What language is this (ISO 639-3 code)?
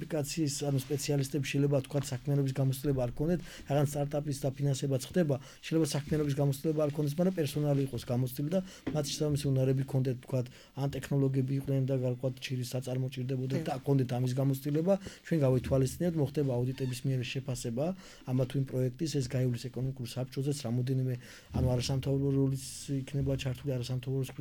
kat